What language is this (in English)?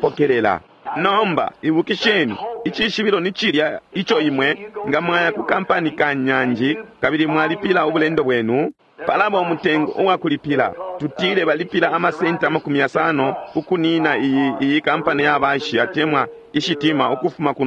Bemba